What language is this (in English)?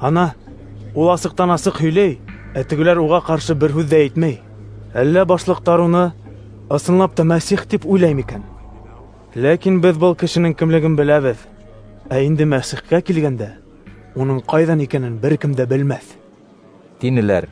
Bashkir